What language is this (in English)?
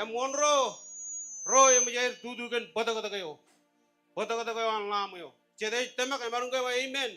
Marshallese